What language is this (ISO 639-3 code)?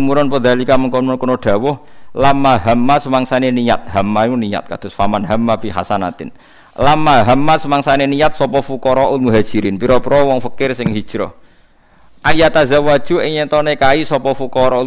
jav